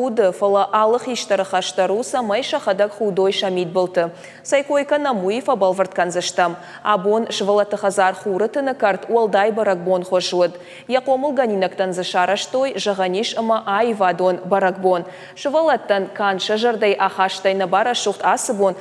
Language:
Ossetic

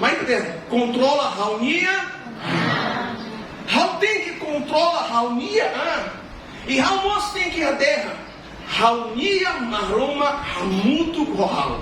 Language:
Tetum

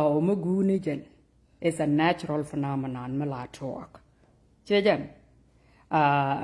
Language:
Nuer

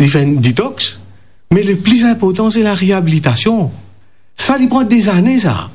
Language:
Morisyen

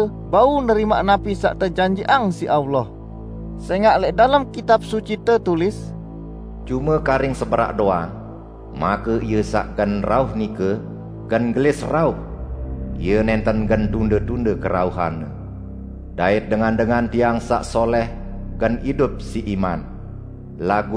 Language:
Sasak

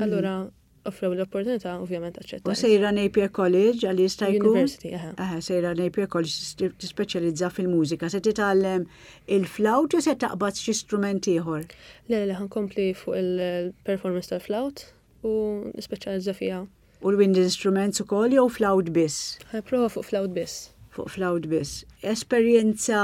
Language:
Maltese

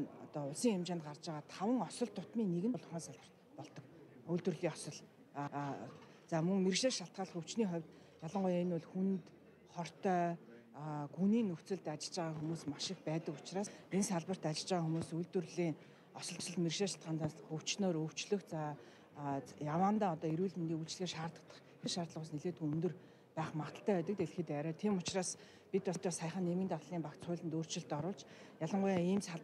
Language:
Mongolian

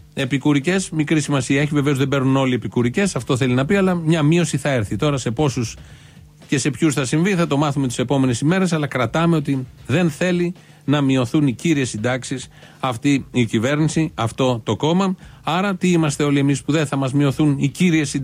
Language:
Greek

